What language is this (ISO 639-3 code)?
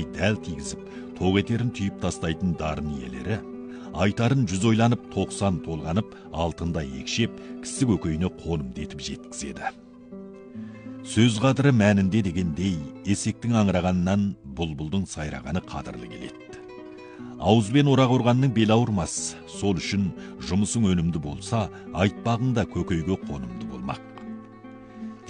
kaz